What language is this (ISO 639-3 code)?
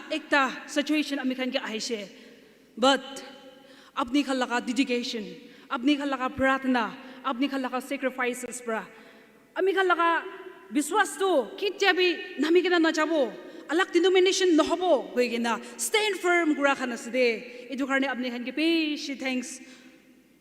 nag